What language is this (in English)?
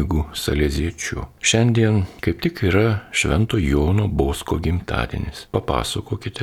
Lithuanian